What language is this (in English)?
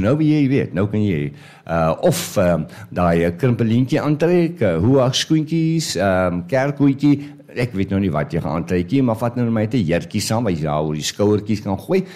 Afrikaans